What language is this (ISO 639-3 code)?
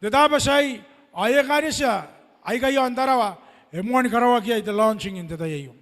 gil